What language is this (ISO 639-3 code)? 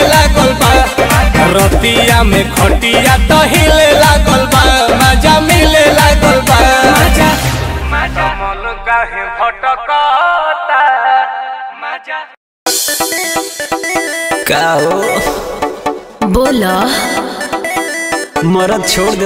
bho